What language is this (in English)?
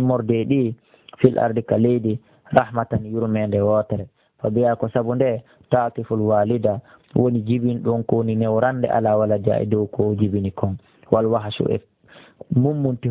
Pular